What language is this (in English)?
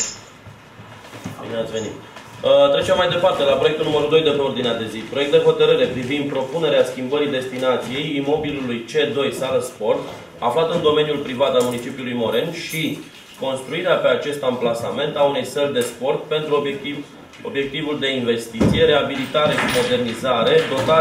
Romanian